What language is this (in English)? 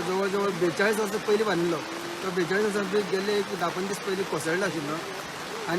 Konkani